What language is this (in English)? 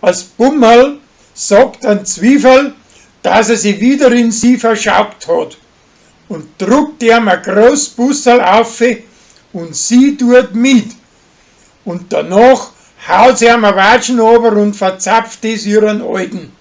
Bavarian